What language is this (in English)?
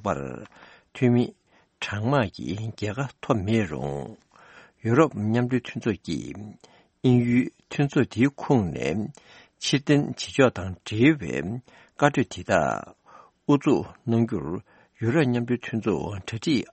Tibetan